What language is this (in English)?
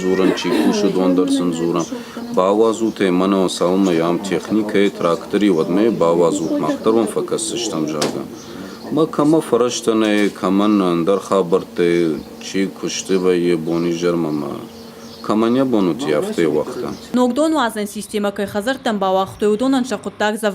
Ossetic